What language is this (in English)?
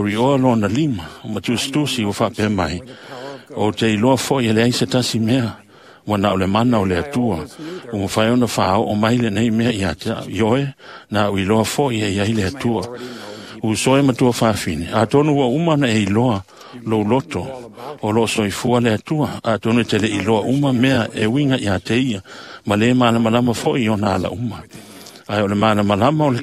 Samoan